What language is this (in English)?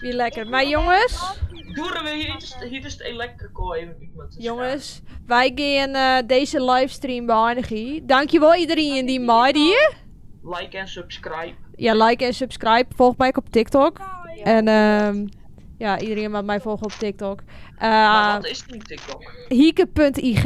Western Frisian